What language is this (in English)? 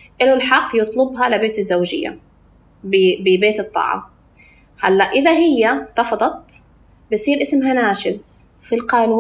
North Levantine Arabic